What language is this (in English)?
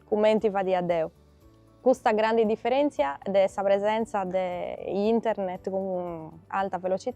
Sardinian